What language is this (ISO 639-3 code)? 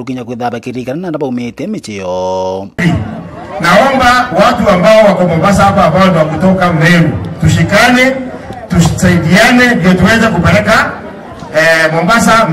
mer